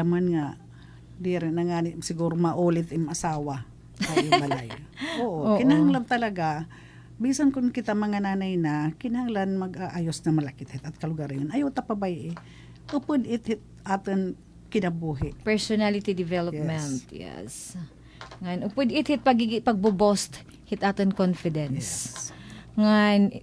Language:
Waray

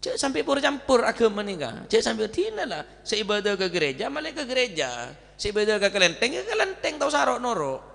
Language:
Madurese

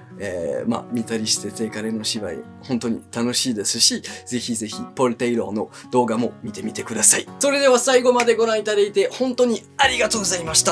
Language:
Japanese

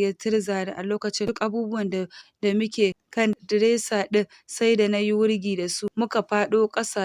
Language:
Hausa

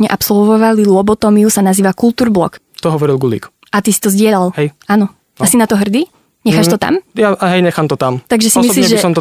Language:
Slovak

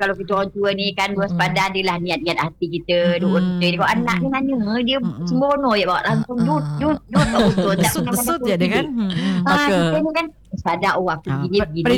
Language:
Malay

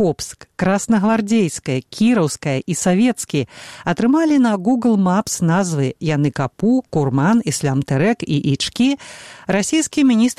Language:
Belarusian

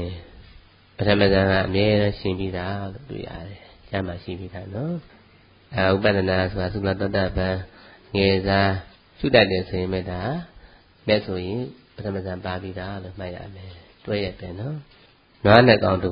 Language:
Burmese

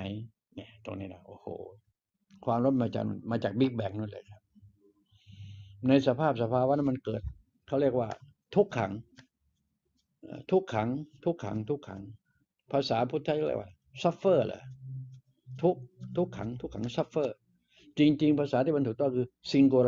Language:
Thai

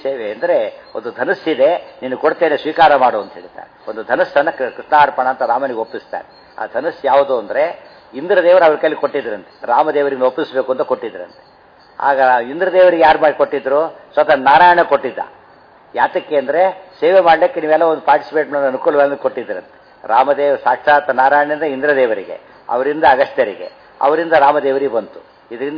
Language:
Kannada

